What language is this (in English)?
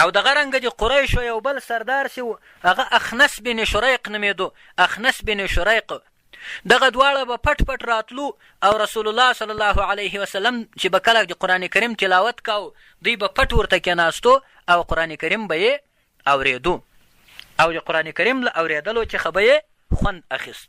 Pashto